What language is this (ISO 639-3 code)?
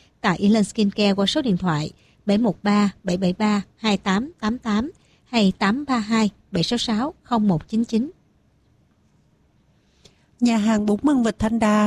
vie